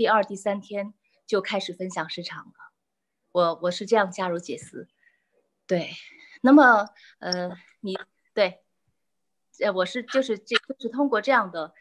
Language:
Chinese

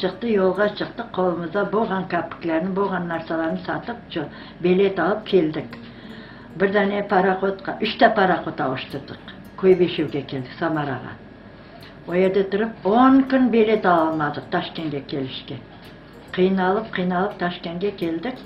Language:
Crimean Tatar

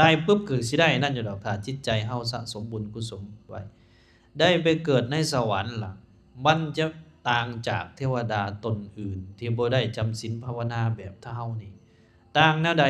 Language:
Lao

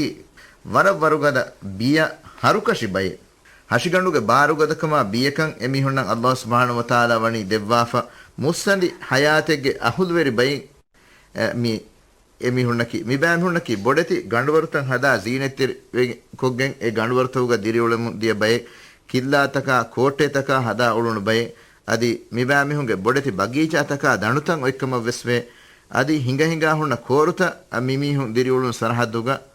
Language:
Divehi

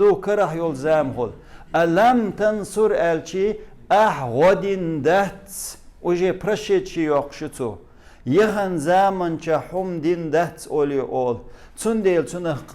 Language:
Chechen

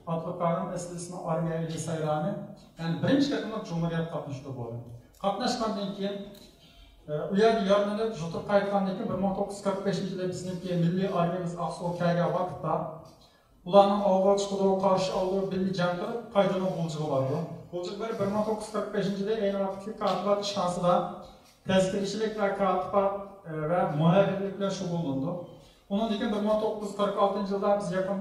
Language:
Uyghur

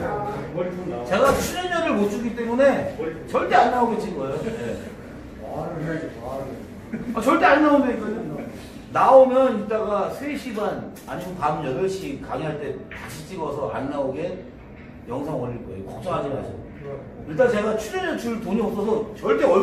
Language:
Korean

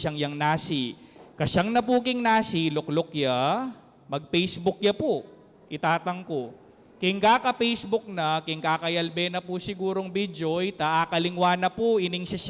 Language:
Pampanga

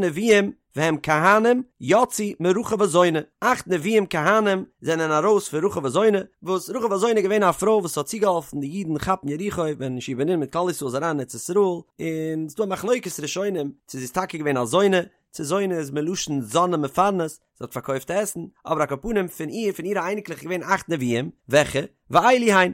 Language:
Yiddish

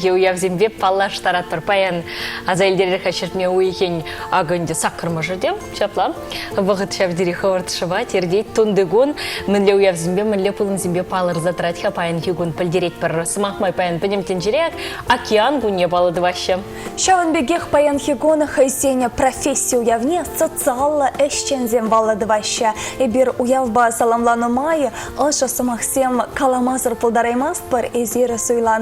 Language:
Chuvash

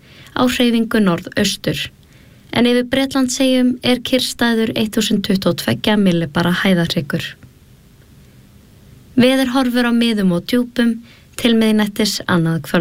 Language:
Icelandic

